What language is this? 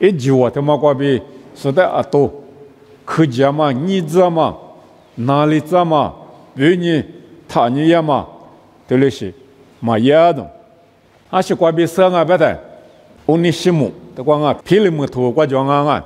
Lisu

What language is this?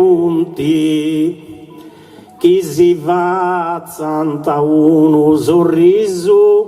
Sardinian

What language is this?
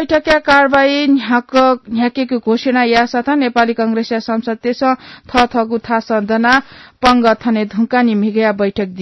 Newari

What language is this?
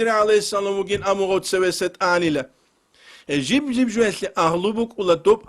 Avaric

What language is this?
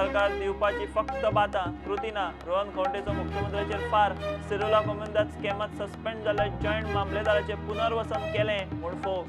Konkani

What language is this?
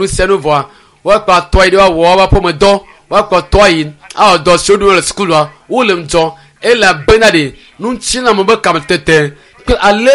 Ewe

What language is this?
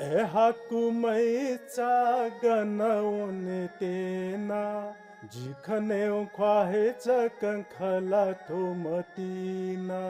Newari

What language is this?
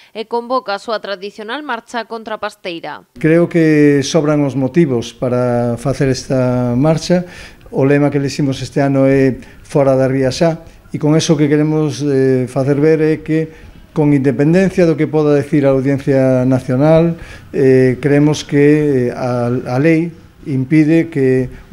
Galician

